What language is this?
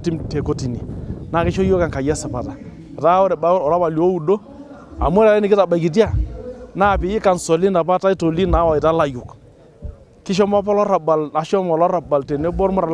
Masai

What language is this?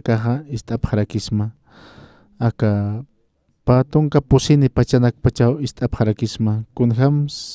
Aymara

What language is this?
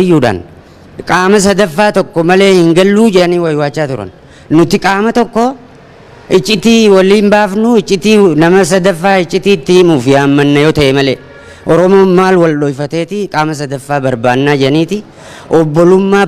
Oromo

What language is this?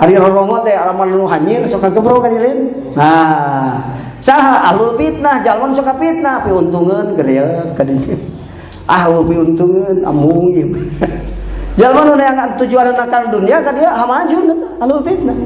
Sundanese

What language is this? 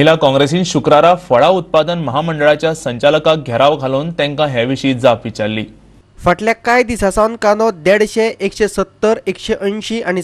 Konkani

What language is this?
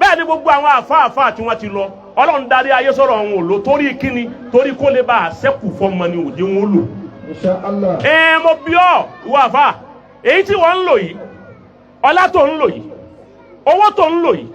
Yoruba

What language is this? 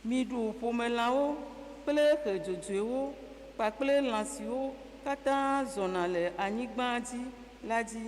Ewe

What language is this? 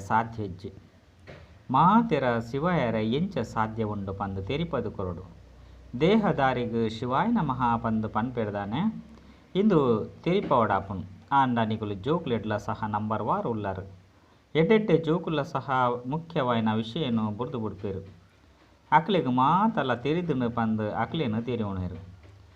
Tulu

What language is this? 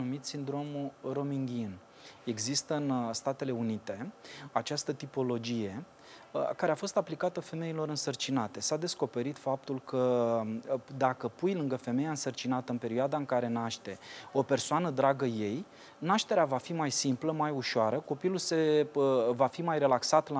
Romanian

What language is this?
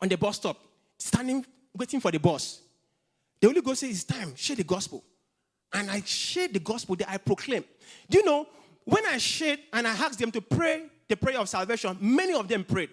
English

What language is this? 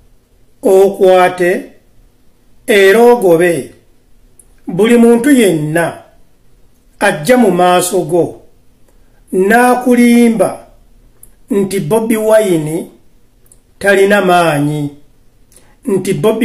Ganda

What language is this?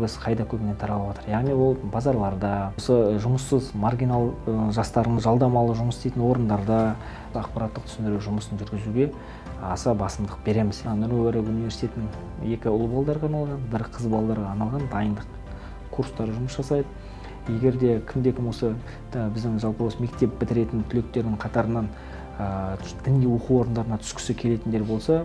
Kazakh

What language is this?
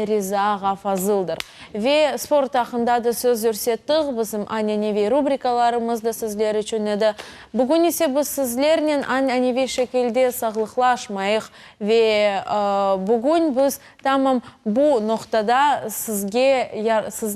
Crimean Tatar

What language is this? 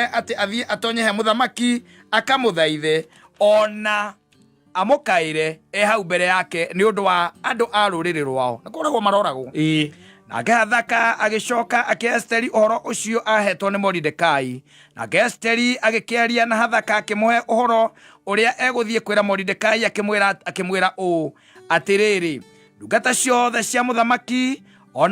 Kikuyu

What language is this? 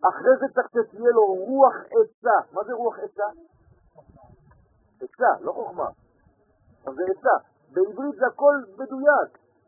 Hebrew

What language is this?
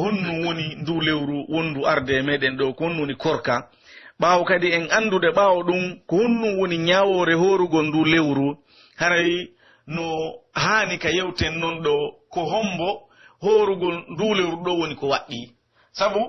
Pular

